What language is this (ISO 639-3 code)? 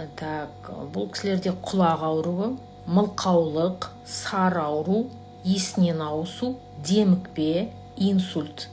kaz